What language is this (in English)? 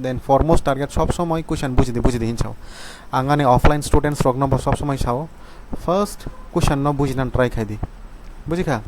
Kok Borok